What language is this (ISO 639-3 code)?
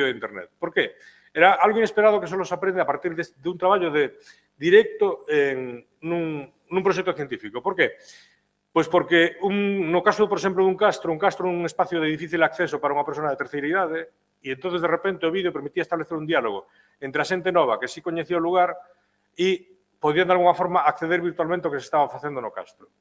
glg